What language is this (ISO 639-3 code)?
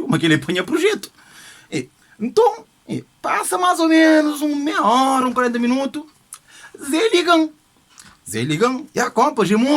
kea